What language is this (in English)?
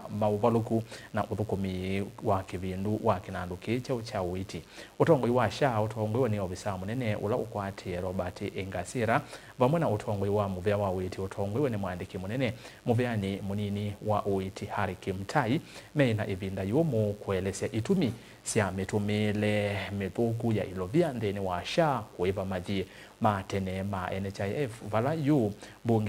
Kamba